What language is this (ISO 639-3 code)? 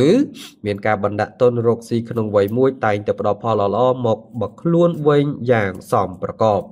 khm